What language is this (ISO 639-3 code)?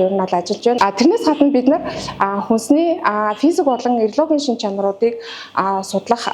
mon